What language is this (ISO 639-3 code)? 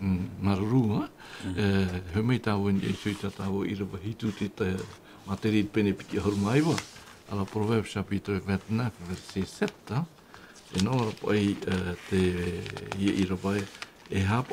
tah